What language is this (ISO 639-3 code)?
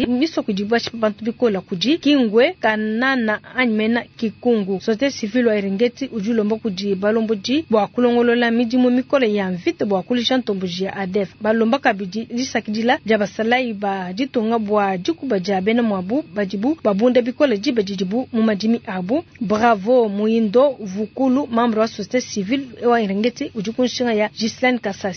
lua